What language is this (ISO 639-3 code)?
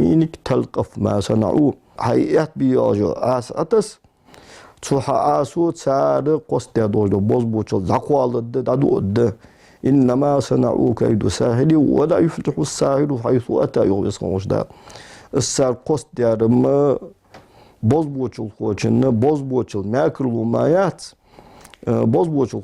inh